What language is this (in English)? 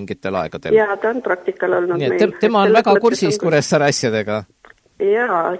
Estonian